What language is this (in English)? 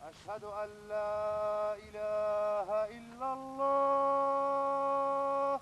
Chechen